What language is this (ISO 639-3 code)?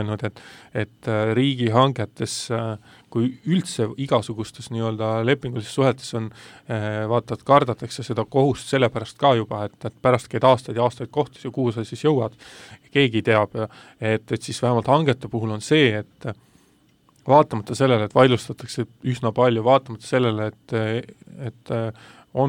est